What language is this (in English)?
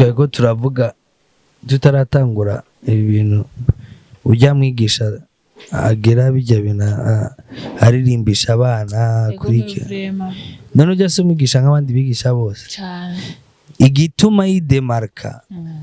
Rundi